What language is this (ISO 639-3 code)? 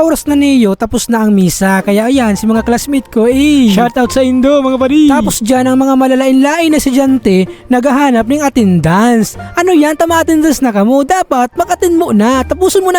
bik